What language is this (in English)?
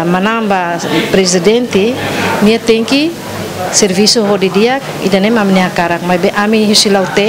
Tetum